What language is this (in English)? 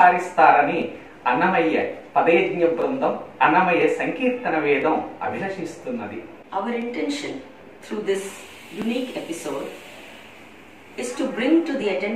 Telugu